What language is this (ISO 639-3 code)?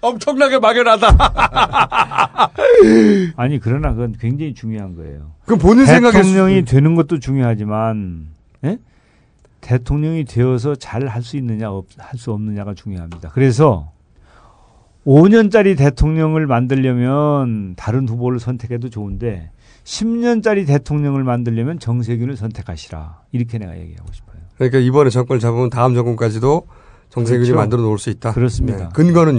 kor